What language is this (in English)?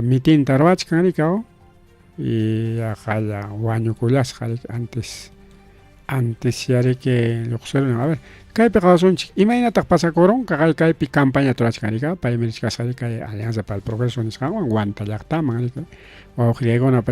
Ayacucho Quechua